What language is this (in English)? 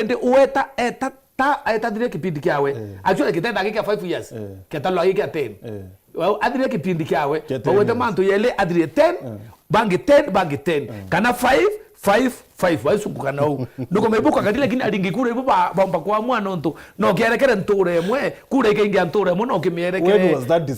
Meru